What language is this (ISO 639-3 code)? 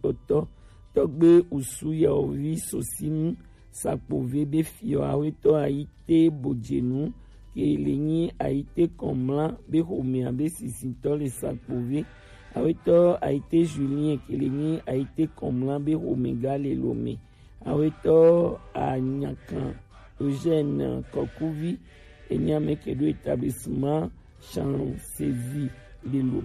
gej